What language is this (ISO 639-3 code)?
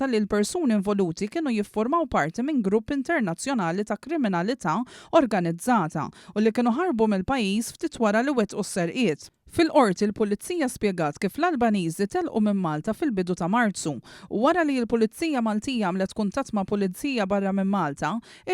mlt